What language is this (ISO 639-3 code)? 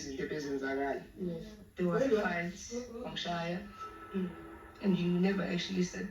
zul